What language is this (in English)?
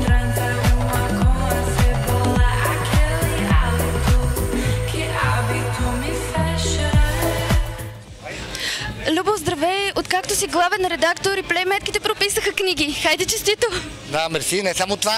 Bulgarian